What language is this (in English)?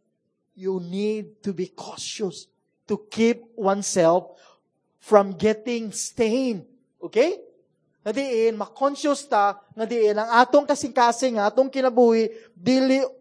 Cebuano